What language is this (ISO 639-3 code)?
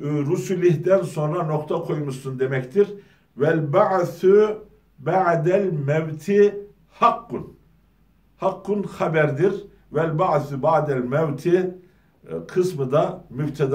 tur